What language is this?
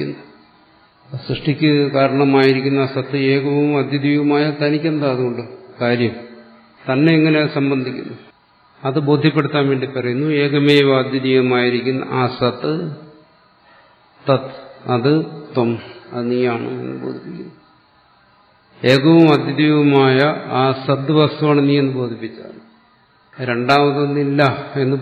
Malayalam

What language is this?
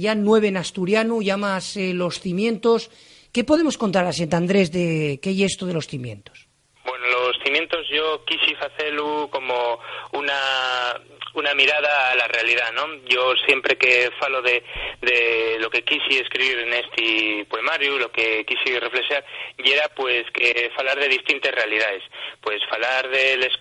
Asturian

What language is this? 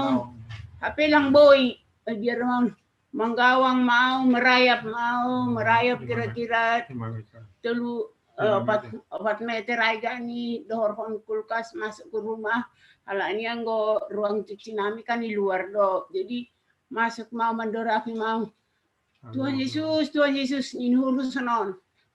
Batak Simalungun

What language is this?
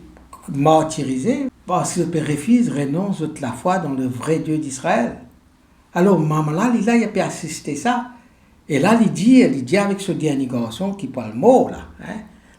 Morisyen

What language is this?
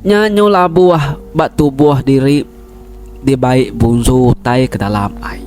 Iban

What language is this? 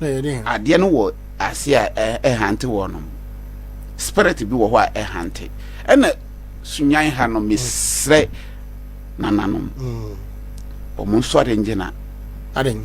Akan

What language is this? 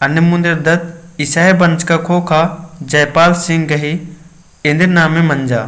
Kurukh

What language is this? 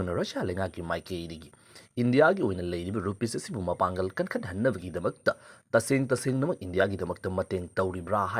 Manipuri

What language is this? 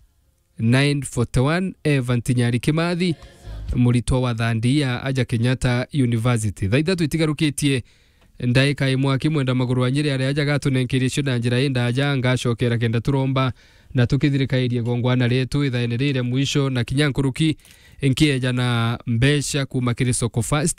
Meru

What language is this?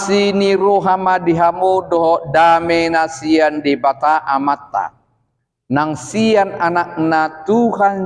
Batak Toba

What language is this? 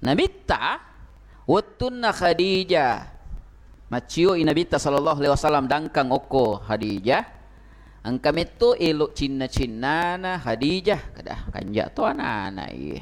Buginese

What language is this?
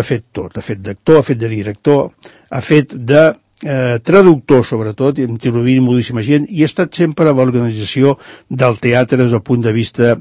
Catalan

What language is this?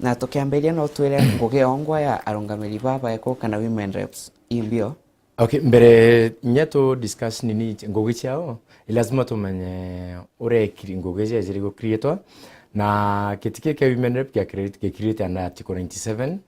Meru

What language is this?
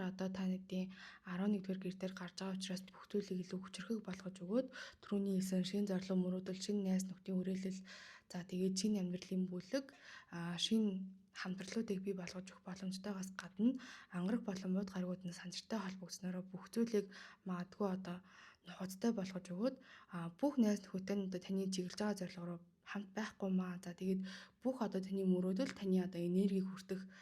Mongolian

